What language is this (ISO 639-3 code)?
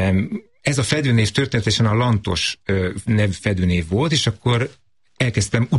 hun